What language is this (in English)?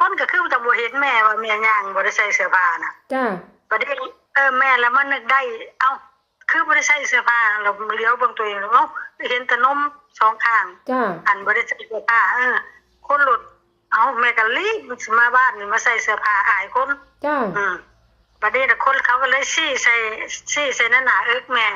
Northeastern Thai